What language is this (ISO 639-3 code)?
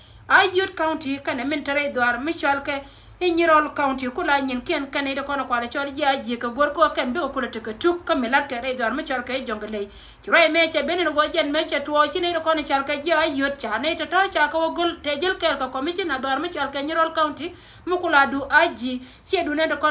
nus